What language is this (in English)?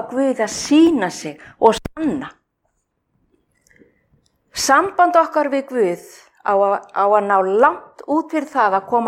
Icelandic